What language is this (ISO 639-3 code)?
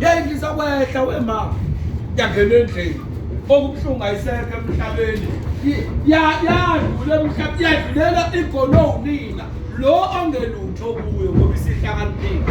zul